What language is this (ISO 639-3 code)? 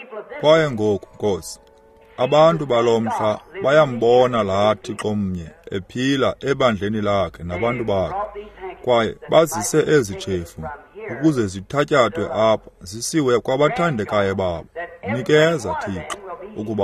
xho